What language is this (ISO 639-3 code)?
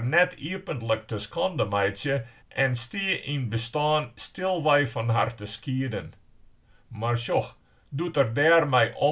fry